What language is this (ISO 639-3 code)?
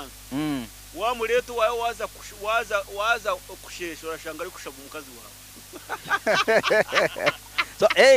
nyo